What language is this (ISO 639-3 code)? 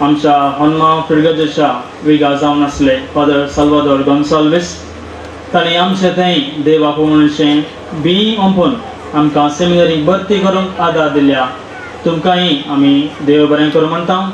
kok